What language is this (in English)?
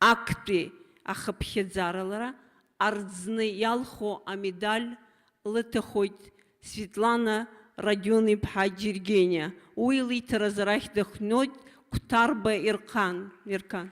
Abkhazian